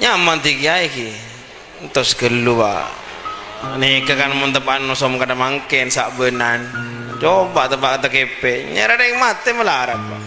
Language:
Madurese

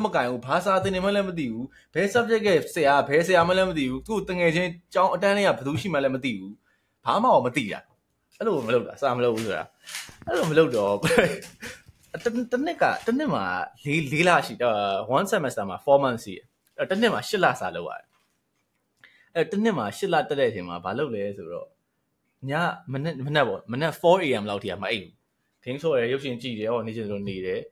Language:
Burmese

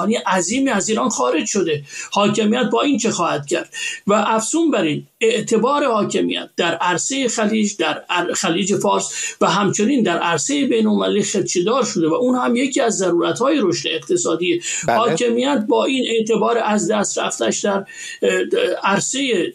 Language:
Persian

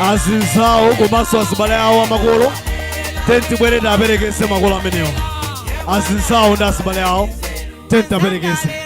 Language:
Nyanja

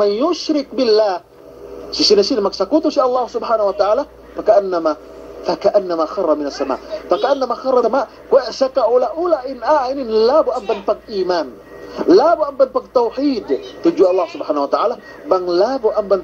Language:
Yakan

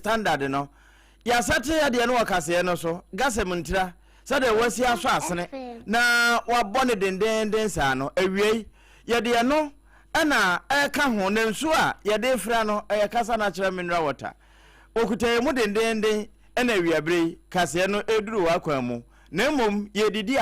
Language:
Akan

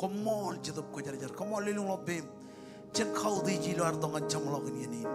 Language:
Marshallese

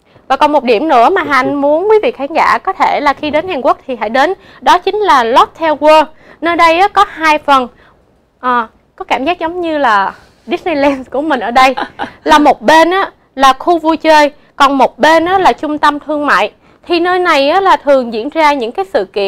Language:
Vietnamese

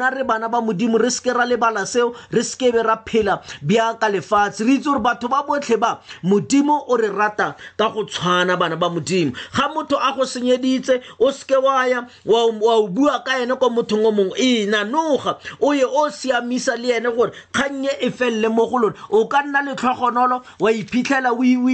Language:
Tswana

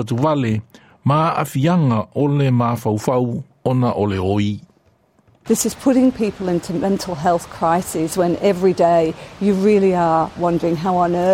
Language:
Samoan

